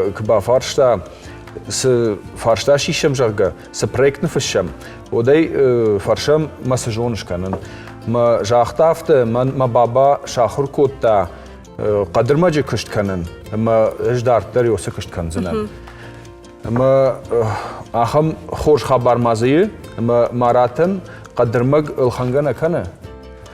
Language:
Ossetic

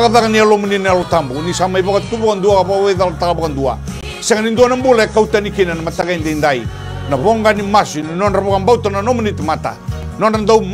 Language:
Fijian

